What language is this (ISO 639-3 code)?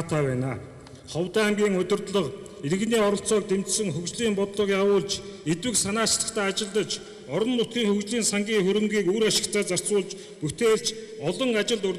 mon